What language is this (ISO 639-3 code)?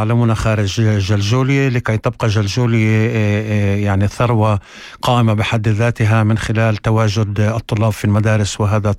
apc